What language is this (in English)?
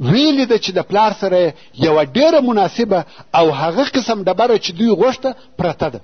Pashto